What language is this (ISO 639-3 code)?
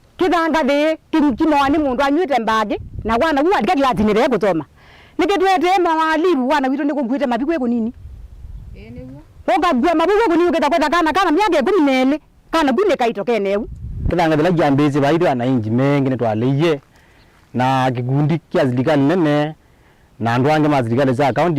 kam